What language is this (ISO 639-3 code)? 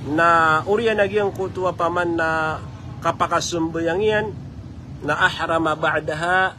mrw